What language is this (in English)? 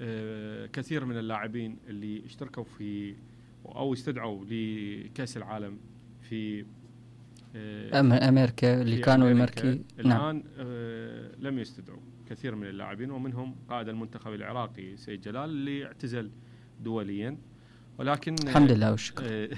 Mesopotamian Arabic